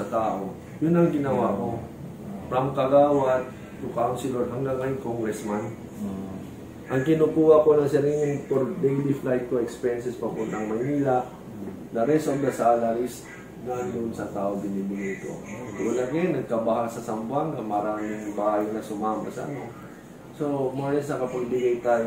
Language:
Filipino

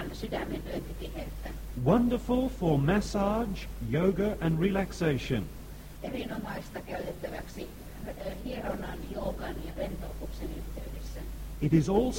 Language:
Finnish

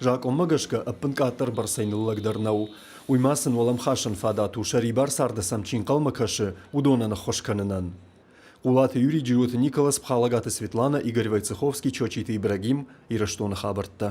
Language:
Ossetic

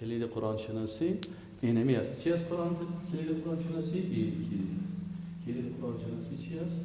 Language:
Persian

